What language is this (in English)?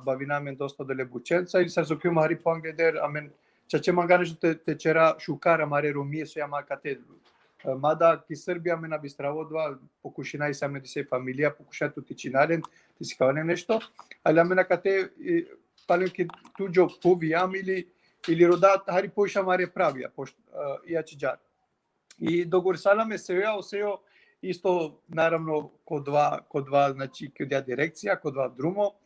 Balkan Romani